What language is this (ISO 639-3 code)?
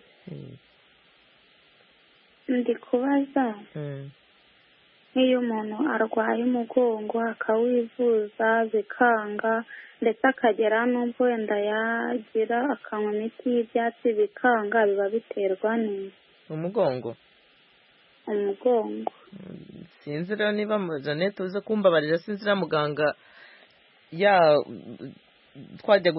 kin